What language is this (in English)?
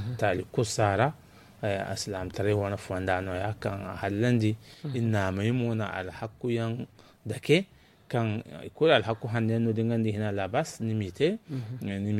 Zarma